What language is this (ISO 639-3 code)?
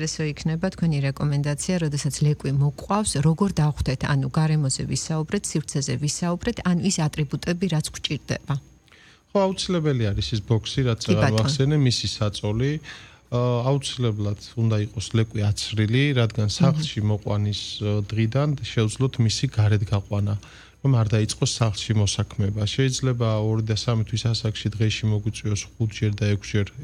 kat